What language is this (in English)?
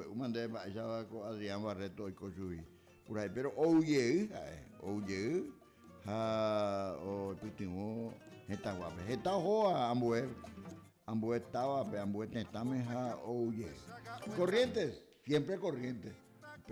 Guarani